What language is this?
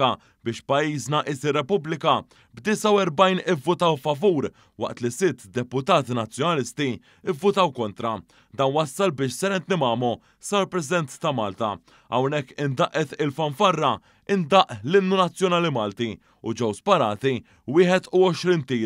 Maltese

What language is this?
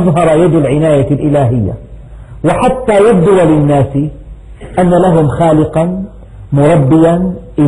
Arabic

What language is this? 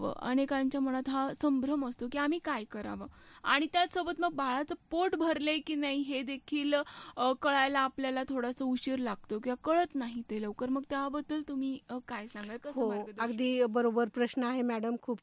Marathi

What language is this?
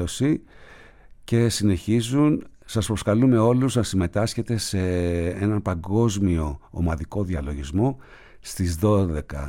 Greek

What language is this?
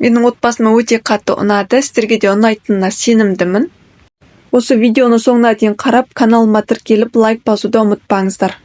Kazakh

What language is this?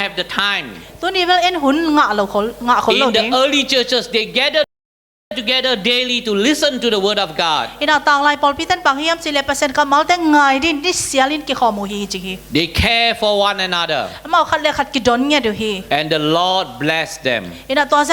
Tedim Chin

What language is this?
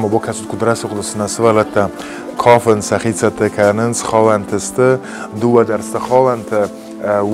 Ossetic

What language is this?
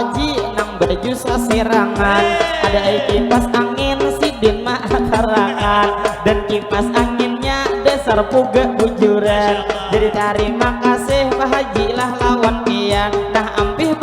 Banjar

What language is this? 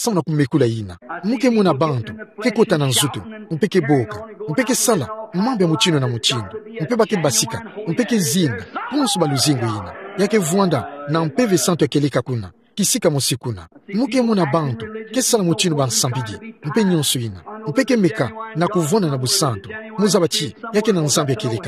Kituba (Democratic Republic of Congo)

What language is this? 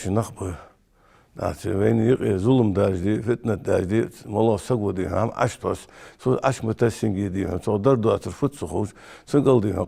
Ingush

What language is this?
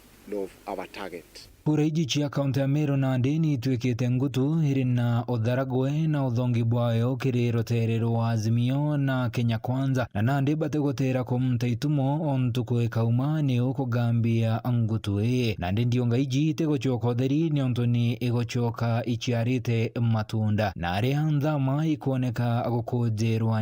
Meru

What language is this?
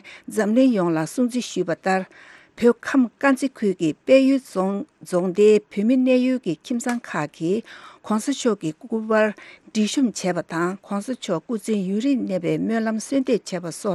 Tibetan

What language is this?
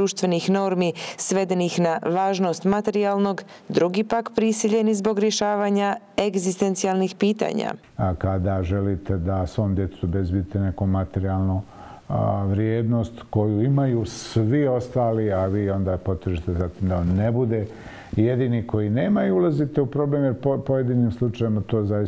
Bosnian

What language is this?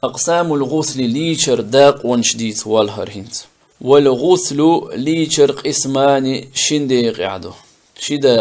Chechen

